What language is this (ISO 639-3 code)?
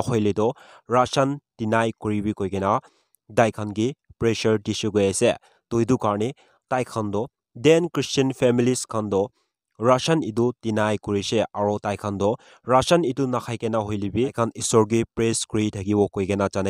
nag